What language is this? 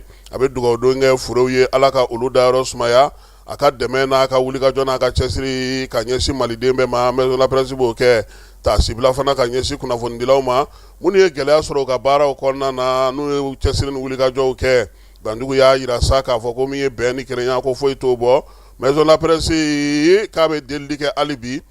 Bambara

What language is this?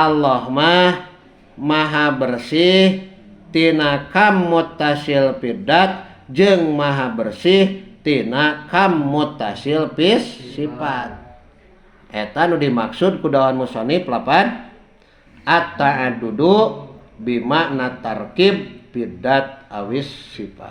Sundanese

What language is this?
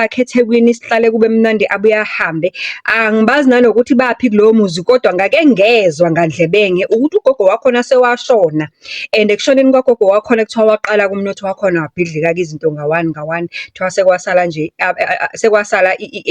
Zulu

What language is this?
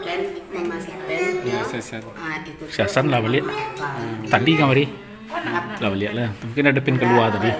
Minangkabau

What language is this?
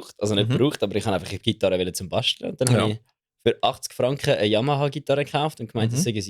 Swiss German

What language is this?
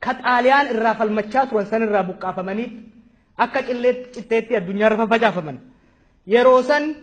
Oromo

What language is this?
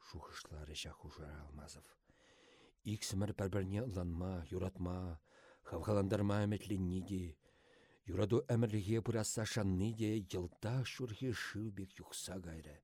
Chuvash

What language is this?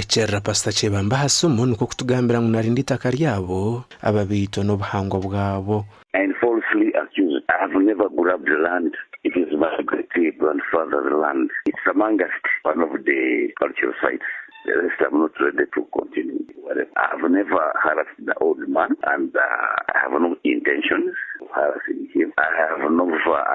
Nyankole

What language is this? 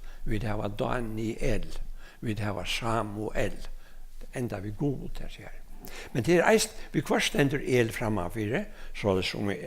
Faroese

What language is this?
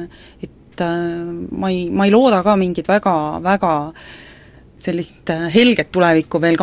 Estonian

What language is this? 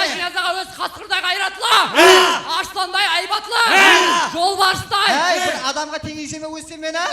Kara-Kalpak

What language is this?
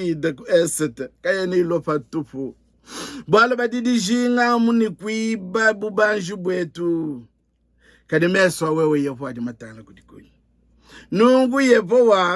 Luba-Lulua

